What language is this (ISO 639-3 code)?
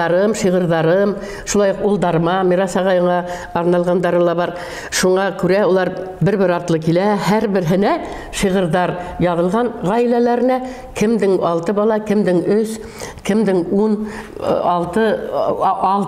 bak